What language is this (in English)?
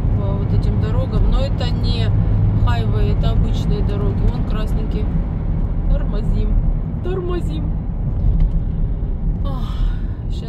Russian